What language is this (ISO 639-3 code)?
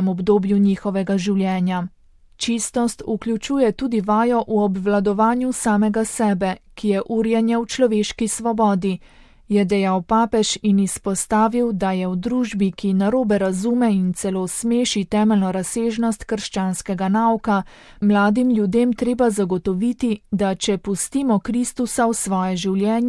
slv